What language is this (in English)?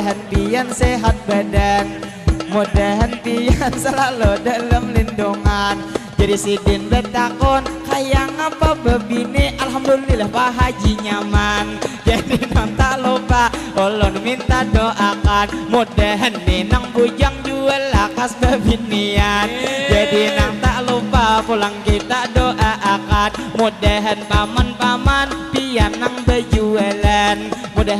Banjar